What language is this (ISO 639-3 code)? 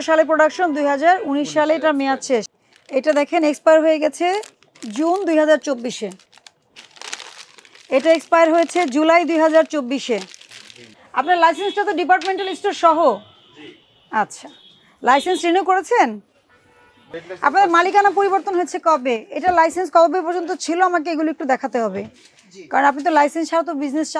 ben